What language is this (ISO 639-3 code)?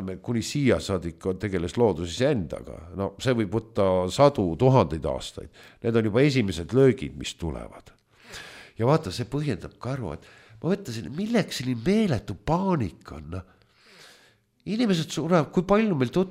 est